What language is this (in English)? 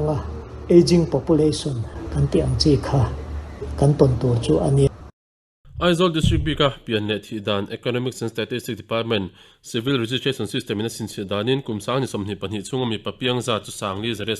Mizo